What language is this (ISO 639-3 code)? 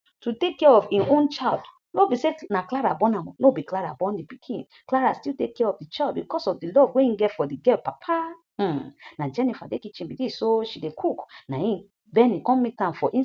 pcm